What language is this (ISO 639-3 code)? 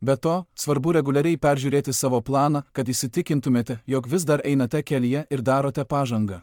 lit